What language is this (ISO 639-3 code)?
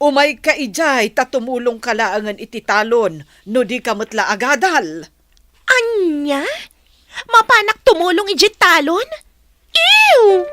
ilo